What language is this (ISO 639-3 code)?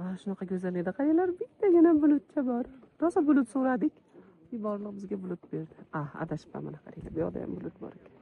uzb